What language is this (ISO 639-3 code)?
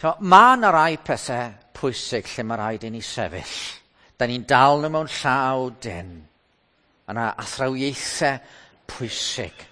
cym